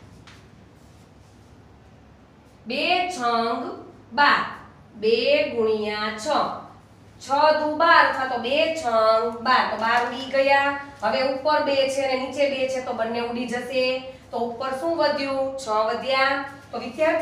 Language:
Gujarati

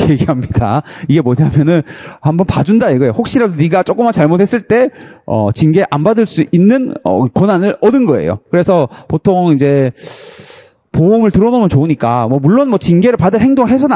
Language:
Korean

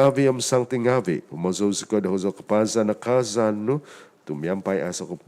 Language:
Central Dusun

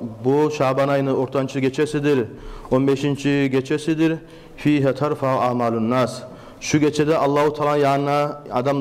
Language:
Kumyk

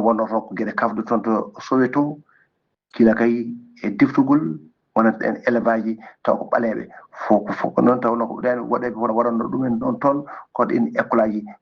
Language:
Fula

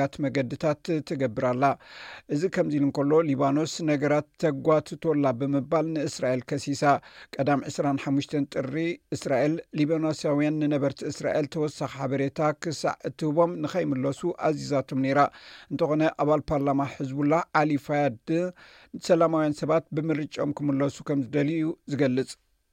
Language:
Tigrinya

